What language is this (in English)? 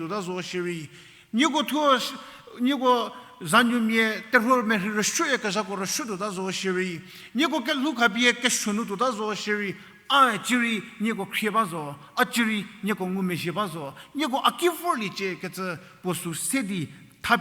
Angami Naga